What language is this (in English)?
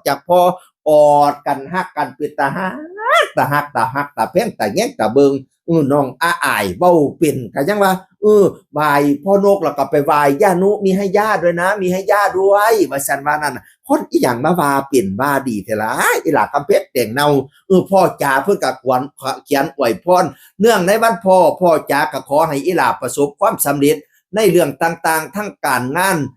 Northeastern Thai